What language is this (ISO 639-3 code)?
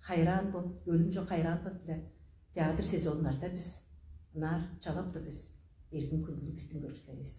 tyv